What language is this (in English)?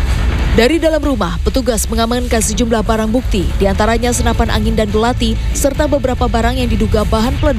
Indonesian